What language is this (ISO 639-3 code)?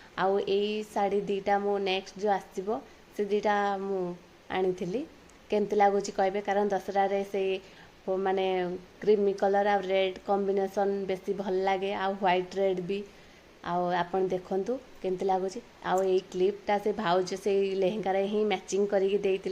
ori